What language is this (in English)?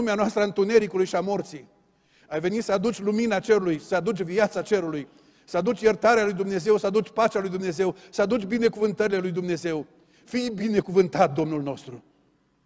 Romanian